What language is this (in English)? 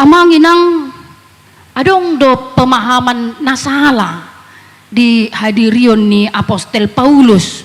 Batak Toba